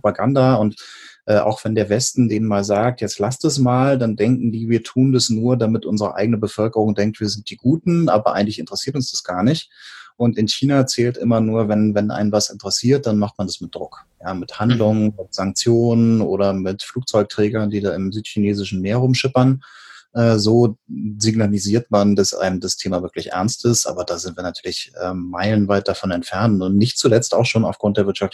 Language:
German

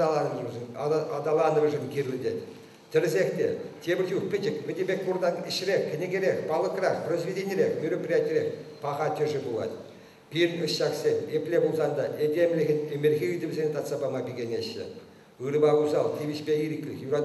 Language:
Chuvash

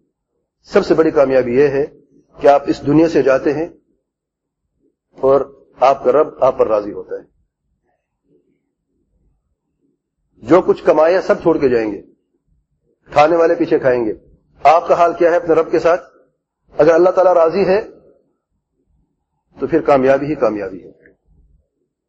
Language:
Urdu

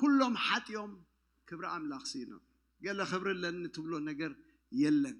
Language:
Tigrinya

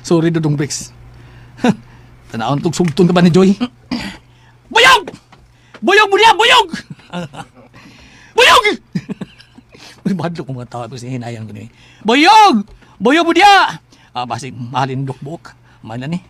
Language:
Cebuano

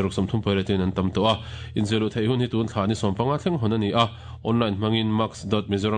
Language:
Mizo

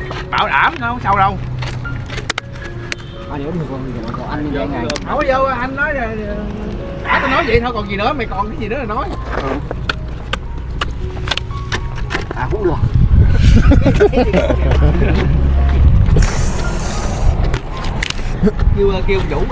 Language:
Vietnamese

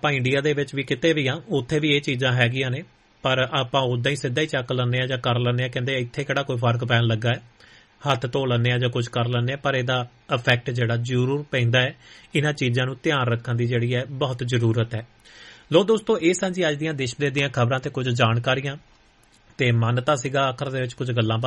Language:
Punjabi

